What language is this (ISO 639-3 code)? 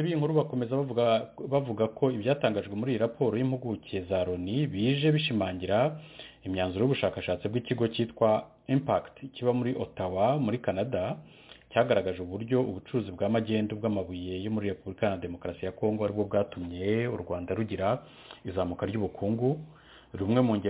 kin